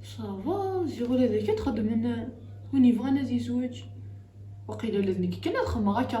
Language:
Kabyle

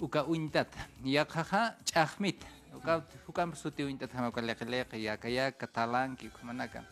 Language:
Aymara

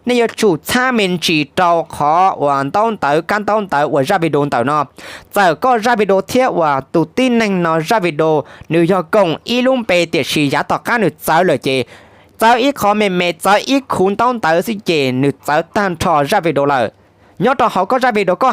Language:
Hmong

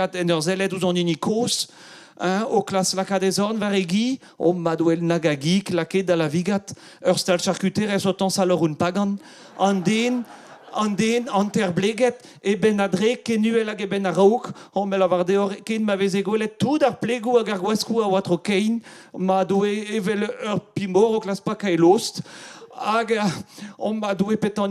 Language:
Breton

